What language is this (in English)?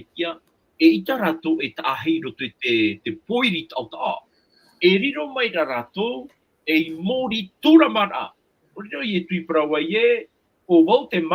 Tahitian